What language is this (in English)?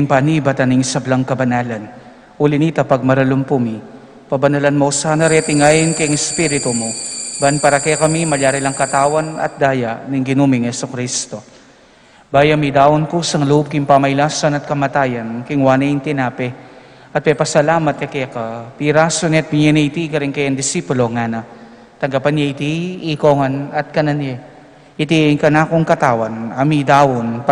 Pampanga